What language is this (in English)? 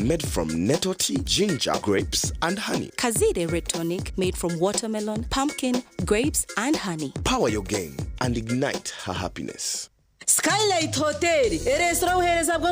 Nyankole